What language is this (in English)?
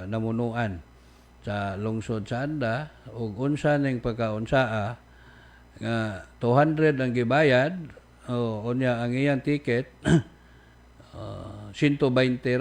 Cebuano